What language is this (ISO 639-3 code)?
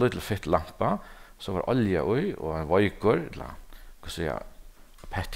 fao